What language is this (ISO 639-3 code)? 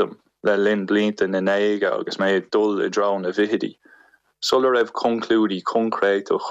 gle